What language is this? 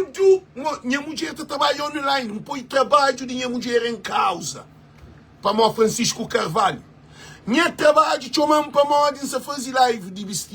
Kabuverdianu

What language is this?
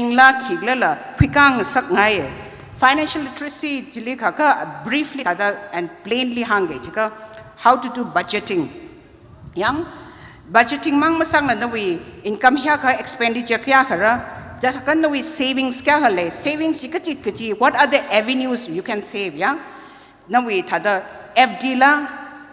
Tangkhul Naga (India)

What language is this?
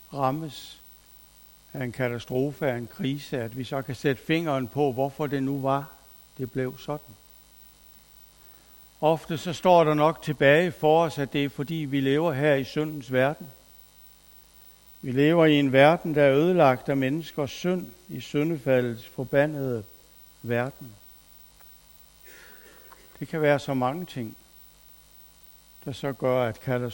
Danish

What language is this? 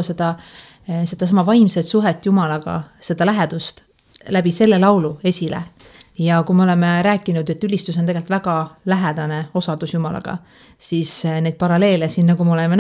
Estonian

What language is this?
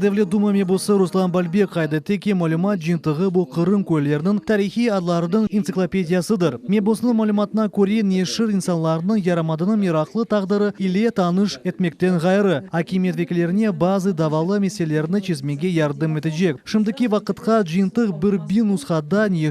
Crimean Tatar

